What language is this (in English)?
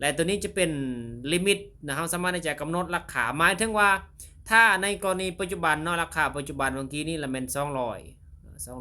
Lao